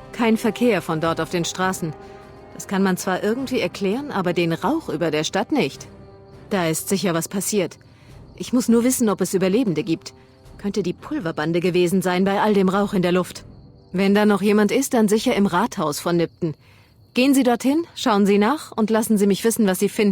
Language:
Bavarian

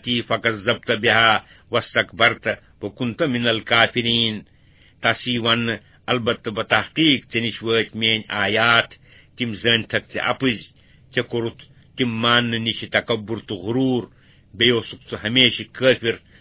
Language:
Kashmiri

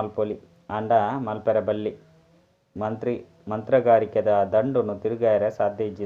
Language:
Tulu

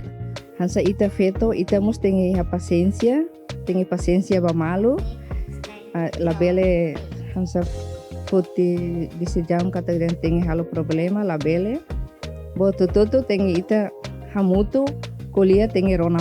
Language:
Tetum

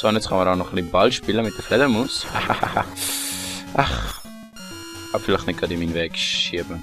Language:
Swiss German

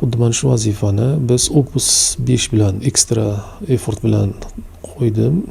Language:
Uzbek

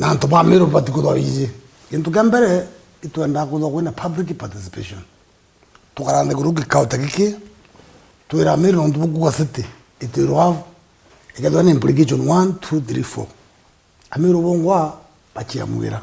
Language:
Meru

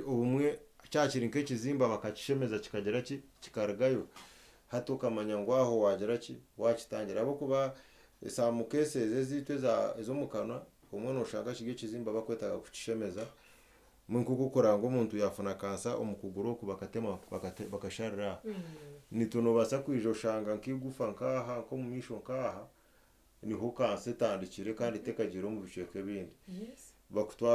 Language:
Nyankole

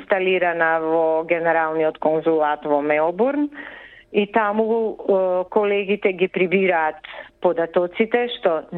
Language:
Macedonian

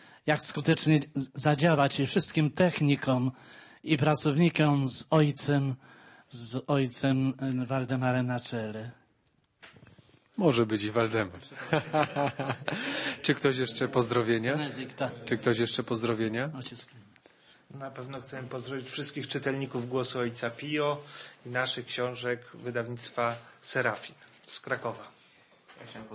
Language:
Polish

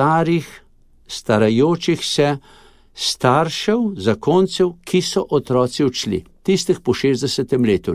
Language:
Slovenian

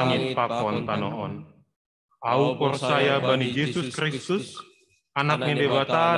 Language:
Batak Simalungun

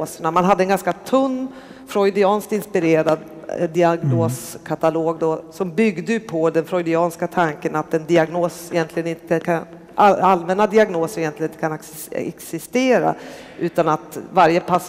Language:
Swedish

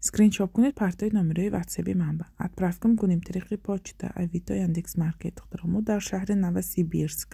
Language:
Tajik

